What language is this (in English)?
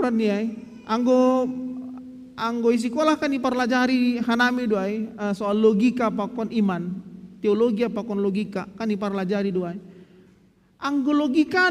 Batak Simalungun